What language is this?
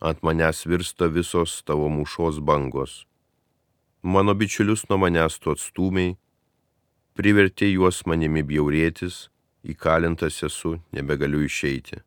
Lithuanian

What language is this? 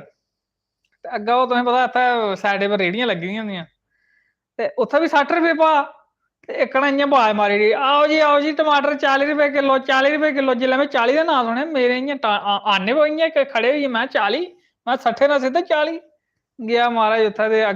Dogri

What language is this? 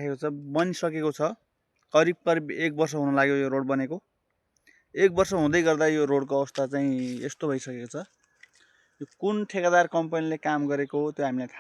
Nepali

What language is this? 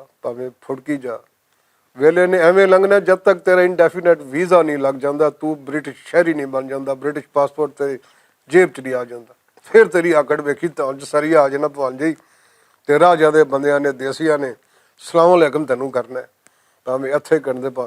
Western Panjabi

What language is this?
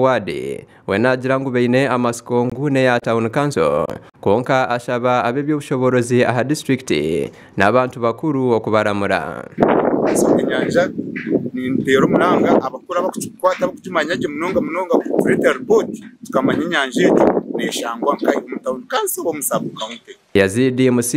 Nyankole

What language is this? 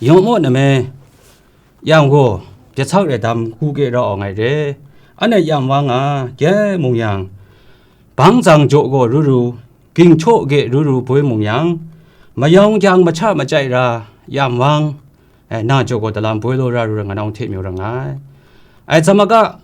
Kachin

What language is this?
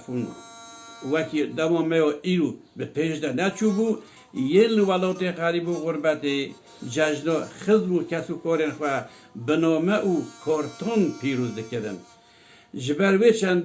Kurdish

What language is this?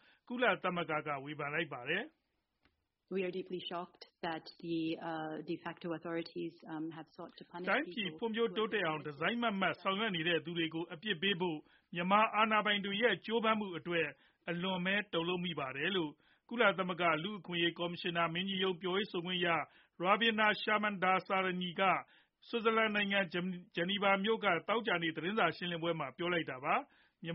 Burmese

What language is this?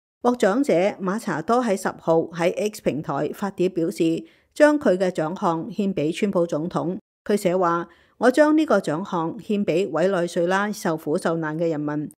Cantonese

